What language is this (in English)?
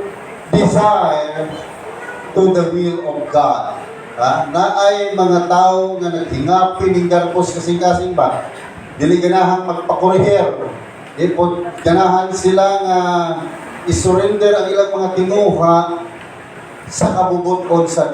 Cebuano